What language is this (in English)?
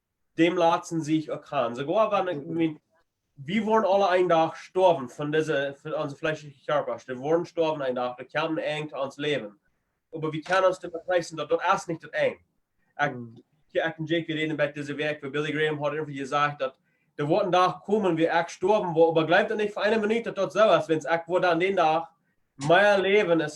Plautdietsch